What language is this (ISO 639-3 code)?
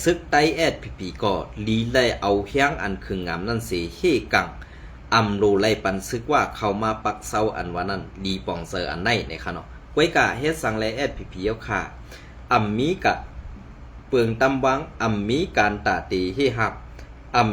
shn